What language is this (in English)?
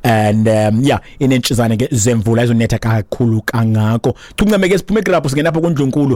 Xhosa